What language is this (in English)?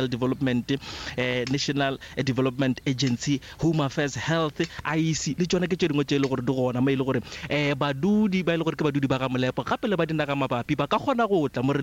Northern Sotho